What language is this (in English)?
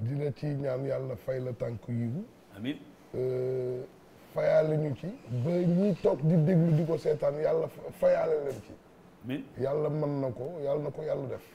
Wolof